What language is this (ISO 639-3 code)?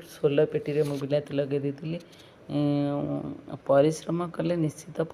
ori